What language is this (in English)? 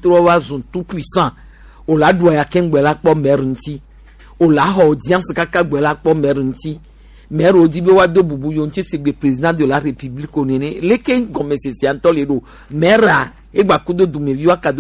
Gen